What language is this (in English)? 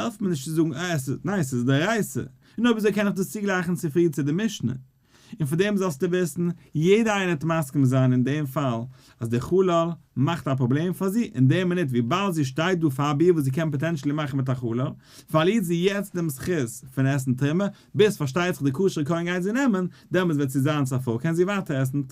Yiddish